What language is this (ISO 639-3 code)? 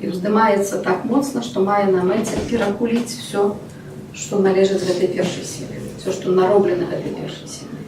bel